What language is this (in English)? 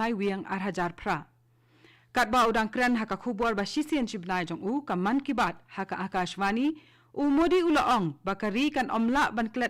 Khasi